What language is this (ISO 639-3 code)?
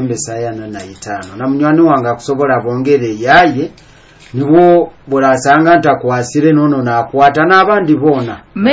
nyo